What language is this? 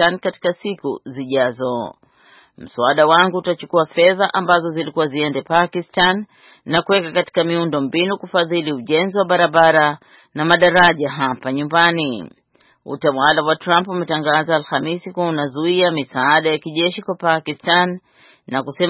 Swahili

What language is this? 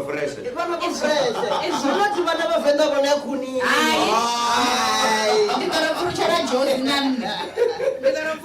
Venda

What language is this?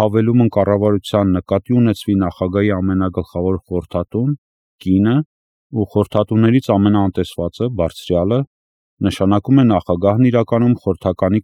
Armenian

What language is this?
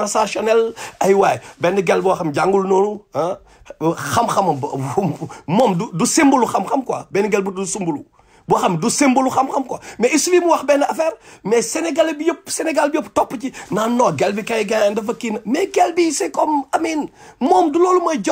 Wolof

